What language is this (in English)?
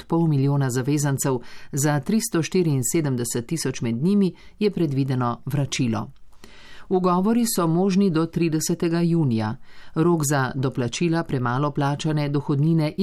Slovenian